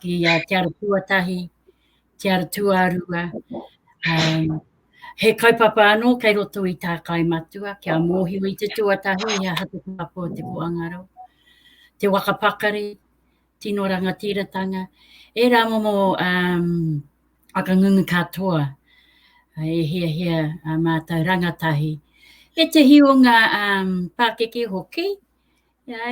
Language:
Māori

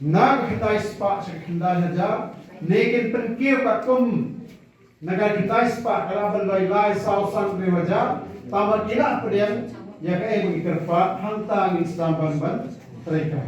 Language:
Khasi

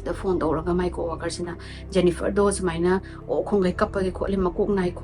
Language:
Manipuri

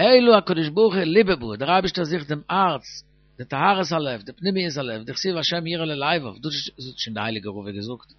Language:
Yiddish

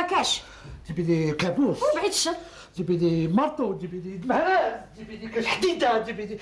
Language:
Algerian Arabic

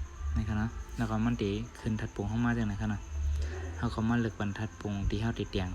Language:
Shan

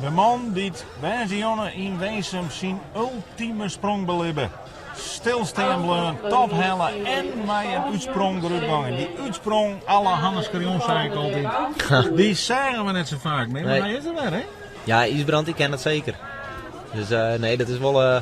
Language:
Western Frisian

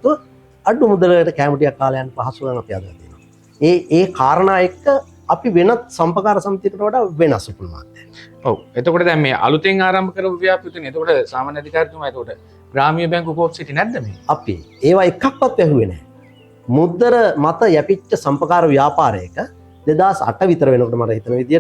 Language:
Sinhala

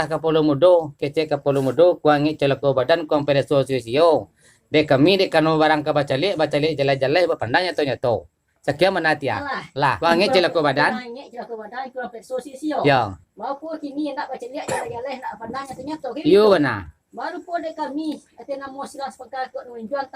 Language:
Minangkabau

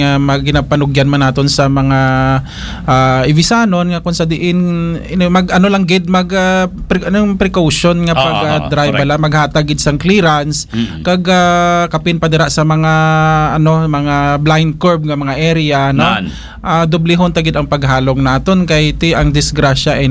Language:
Hiligaynon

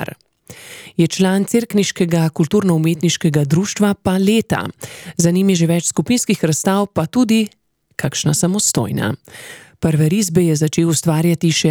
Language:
Slovenian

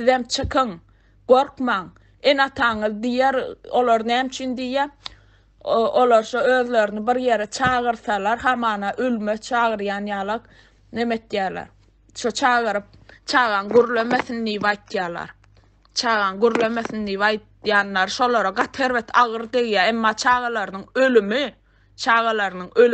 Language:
Turkmen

